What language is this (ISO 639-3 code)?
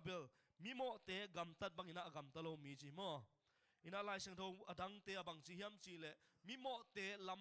ctd